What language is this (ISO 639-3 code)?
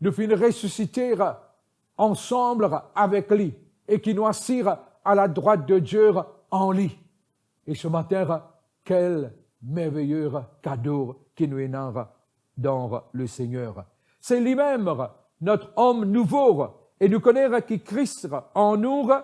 mfe